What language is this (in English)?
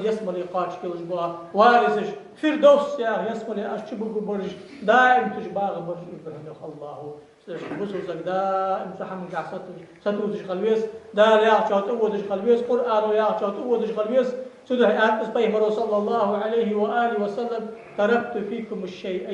Ingush